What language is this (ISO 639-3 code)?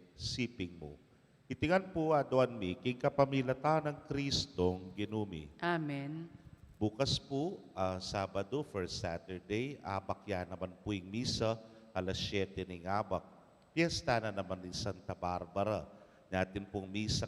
pam